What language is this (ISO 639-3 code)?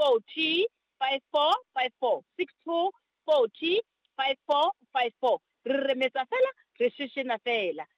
sot